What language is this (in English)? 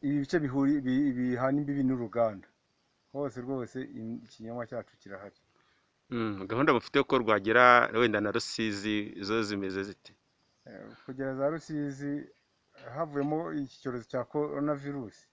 Kinyarwanda